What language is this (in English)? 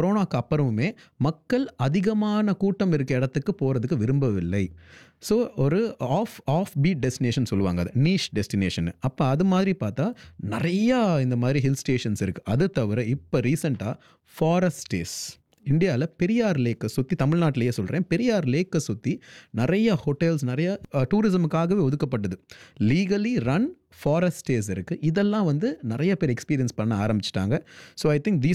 Tamil